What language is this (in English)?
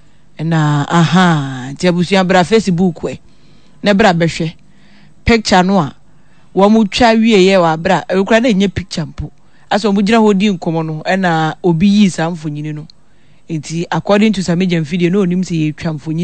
Akan